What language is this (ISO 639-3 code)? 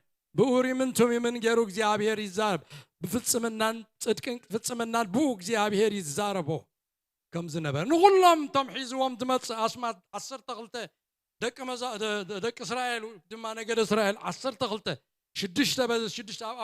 tir